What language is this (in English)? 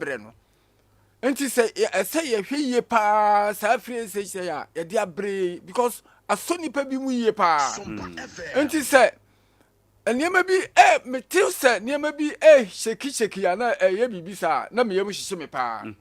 Akan